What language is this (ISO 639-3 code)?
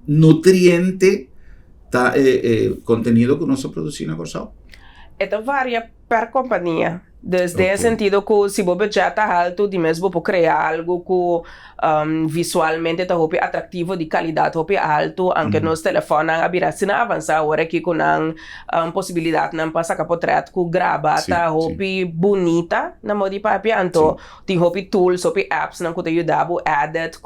pap